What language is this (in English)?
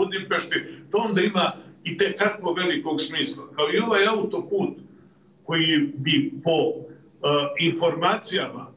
Serbian